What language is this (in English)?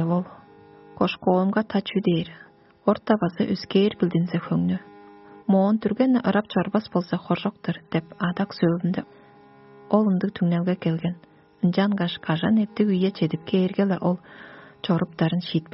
Tuvinian